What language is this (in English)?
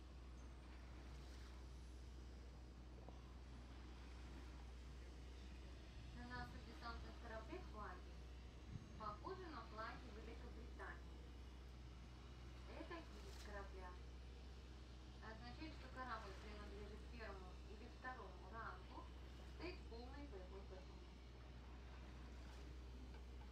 Russian